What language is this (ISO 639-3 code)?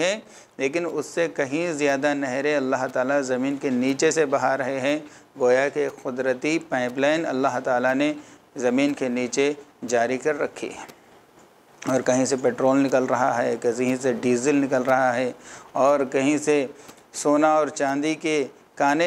urd